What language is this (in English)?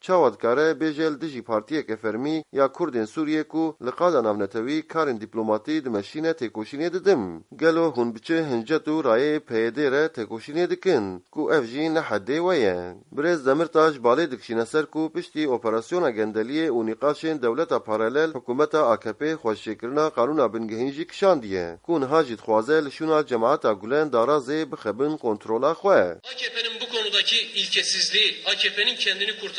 Kurdish